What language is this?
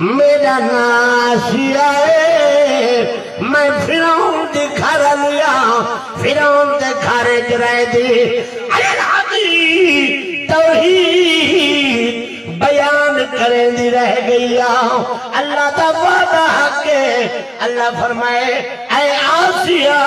Saraiki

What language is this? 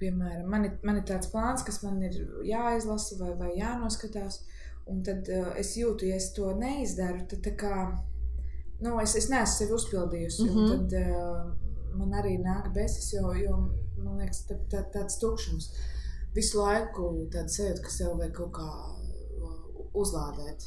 Latvian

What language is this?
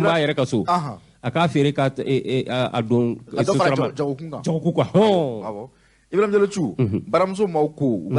Bambara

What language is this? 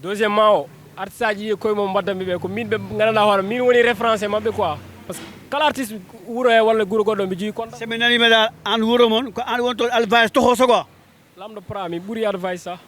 Fula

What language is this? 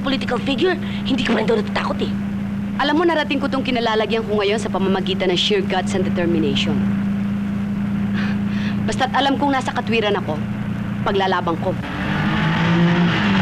Filipino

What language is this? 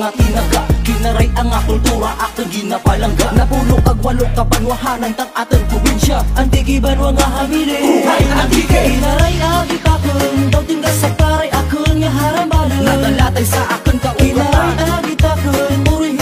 Kinaray-a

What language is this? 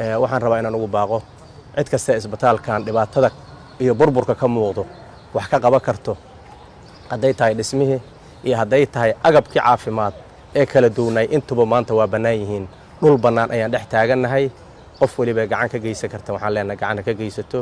Somali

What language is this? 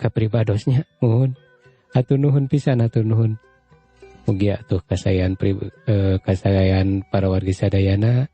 Sundanese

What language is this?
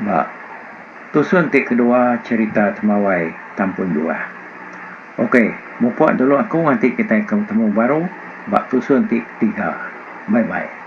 Iban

